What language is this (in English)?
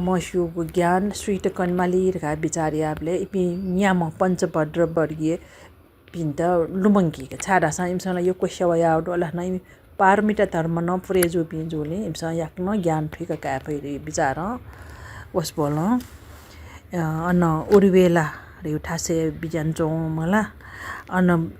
Newari